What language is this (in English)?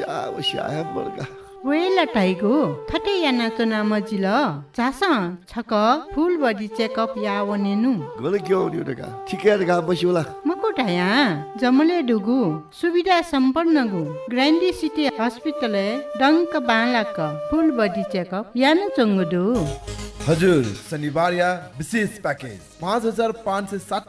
Newari